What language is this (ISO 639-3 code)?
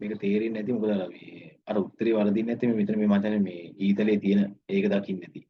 sin